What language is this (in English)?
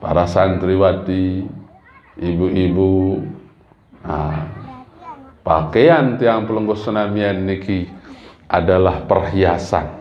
Sasak